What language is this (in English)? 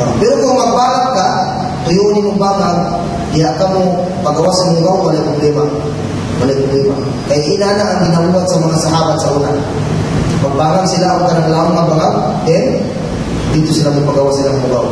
Cebuano